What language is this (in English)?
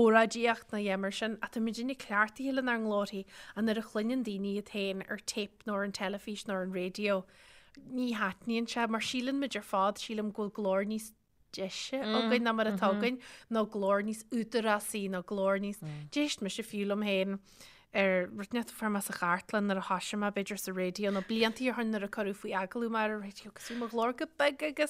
Irish